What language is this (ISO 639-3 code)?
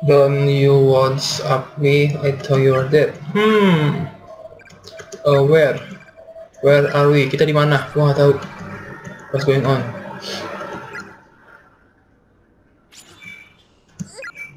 ind